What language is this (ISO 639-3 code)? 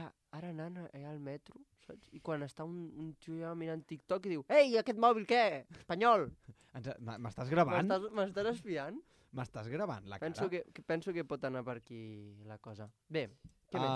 cat